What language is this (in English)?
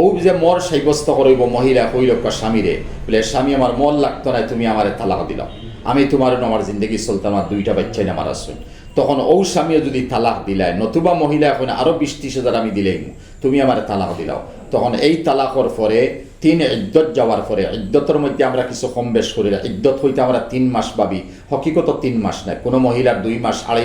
Sylheti